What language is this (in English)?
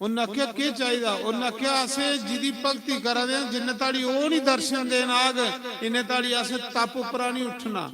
Dogri